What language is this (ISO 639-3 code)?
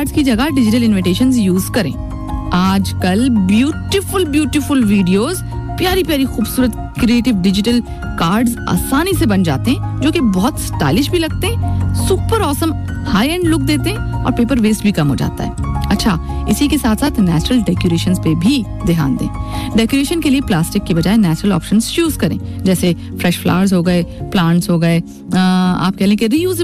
hin